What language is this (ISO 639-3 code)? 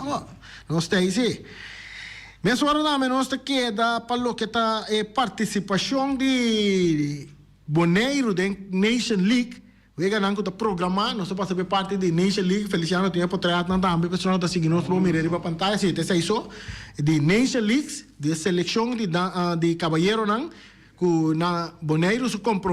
pap